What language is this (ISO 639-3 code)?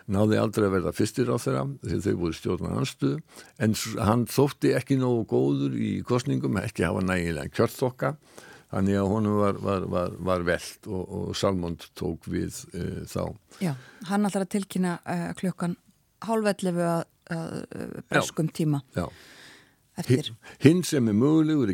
isl